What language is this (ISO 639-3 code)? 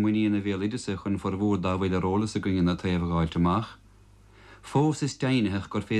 gle